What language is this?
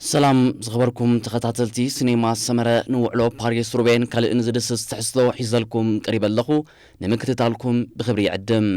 Tigrinya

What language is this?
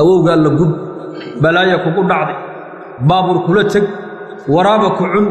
Somali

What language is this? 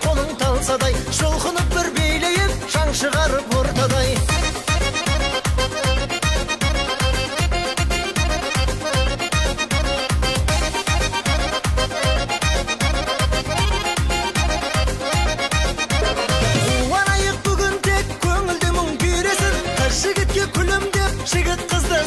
Kazakh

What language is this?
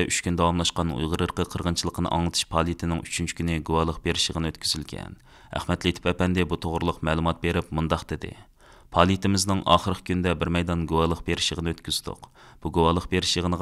Uyghur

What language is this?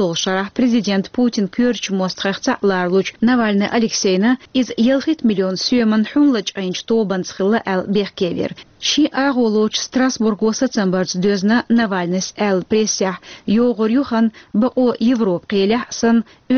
Chechen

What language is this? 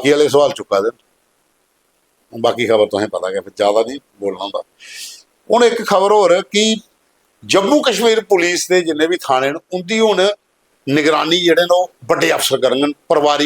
Dogri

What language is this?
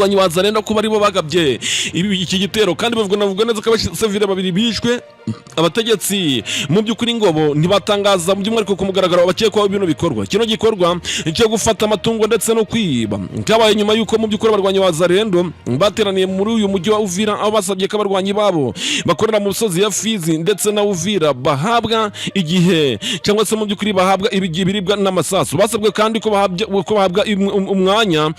Kinyarwanda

